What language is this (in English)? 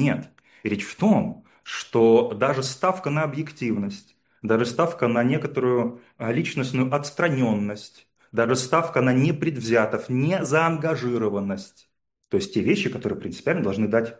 Russian